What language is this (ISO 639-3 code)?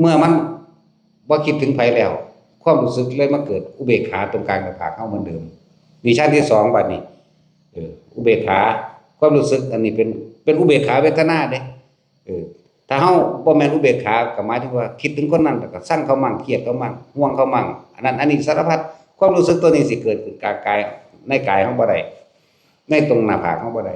lao